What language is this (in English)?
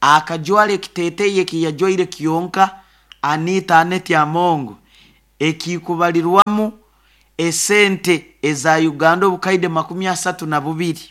Nyoro